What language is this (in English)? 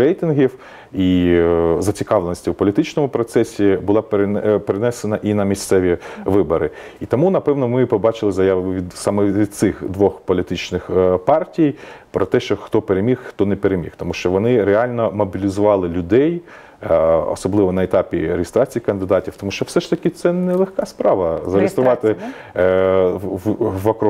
Ukrainian